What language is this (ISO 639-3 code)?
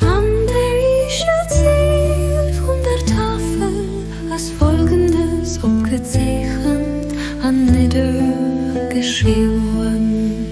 ltz